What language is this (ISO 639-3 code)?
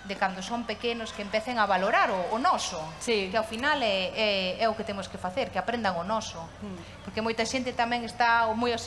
glg